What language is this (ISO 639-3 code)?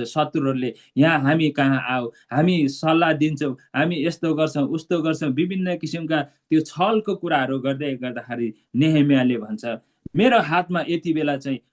nep